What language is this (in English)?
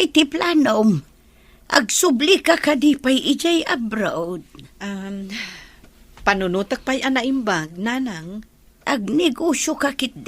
Iloko